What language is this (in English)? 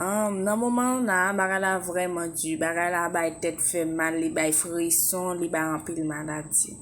Haitian Creole